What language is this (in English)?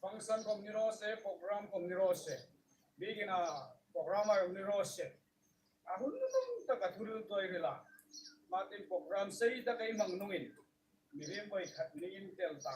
Hmar